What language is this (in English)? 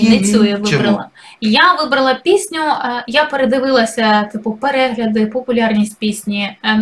Ukrainian